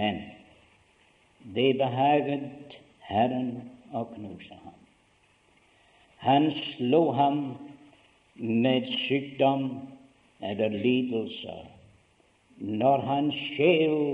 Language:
Norwegian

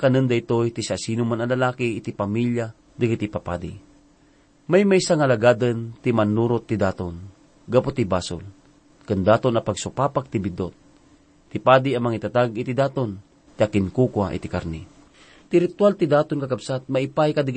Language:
Iloko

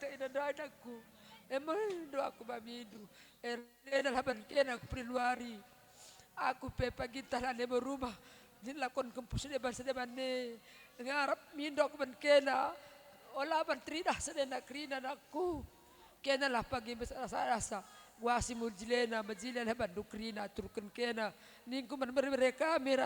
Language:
Batak Karo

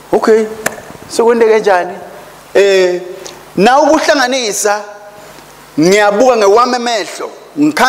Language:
Swati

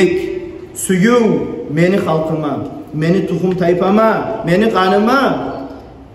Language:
Kumyk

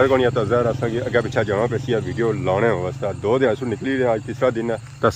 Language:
Pahari-Potwari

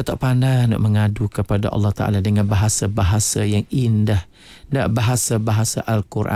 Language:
Malay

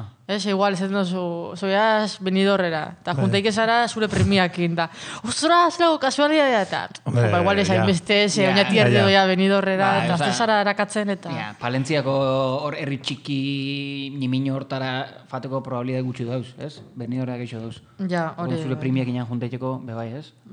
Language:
Basque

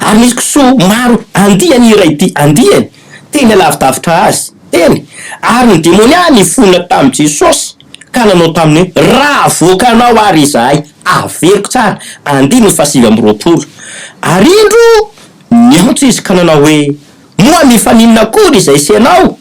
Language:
Malagasy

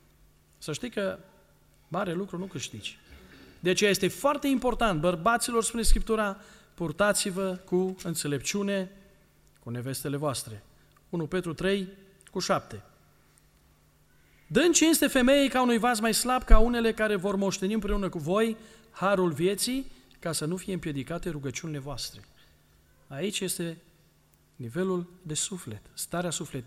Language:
Romanian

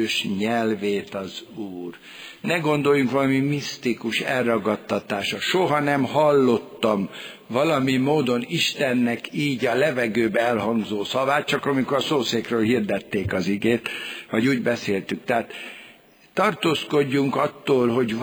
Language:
Hungarian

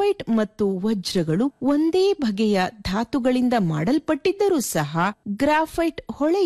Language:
Kannada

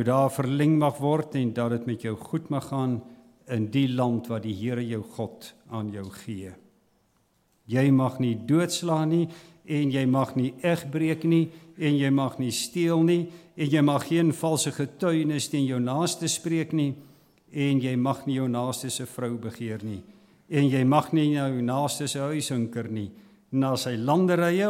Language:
Afrikaans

